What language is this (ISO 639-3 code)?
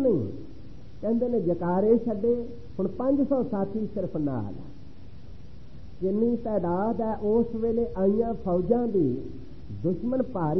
pan